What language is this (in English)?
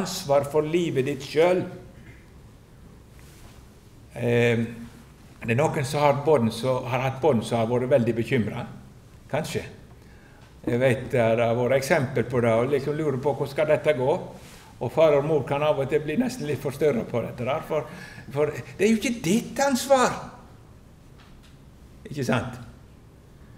Norwegian